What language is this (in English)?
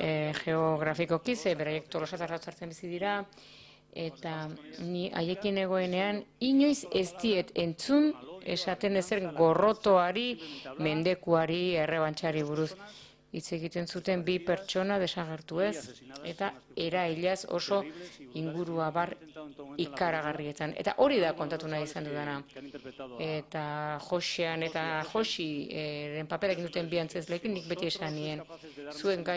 Basque